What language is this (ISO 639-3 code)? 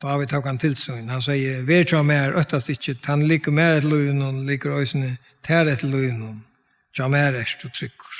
fao